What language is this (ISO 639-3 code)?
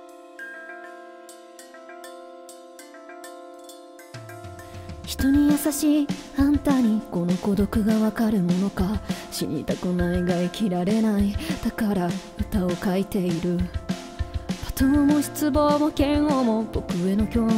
jpn